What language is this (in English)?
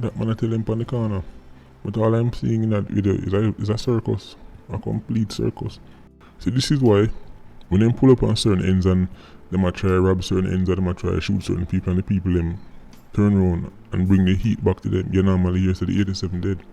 Jamaican Creole English